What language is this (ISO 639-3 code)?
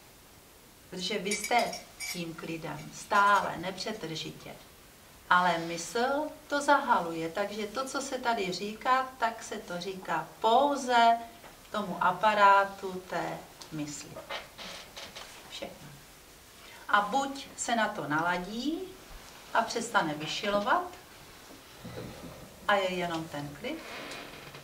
ces